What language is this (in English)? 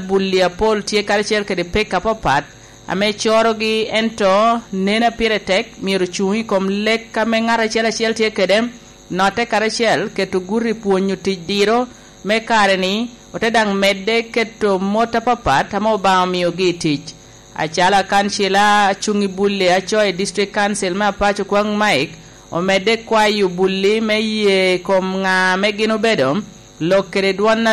Lango (Uganda)